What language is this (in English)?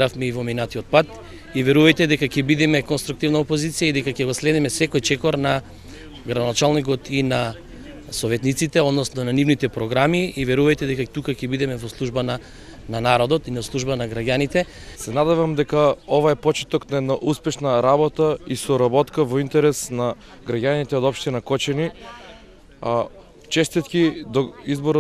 Macedonian